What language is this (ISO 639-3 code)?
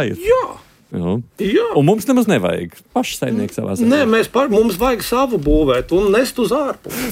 lav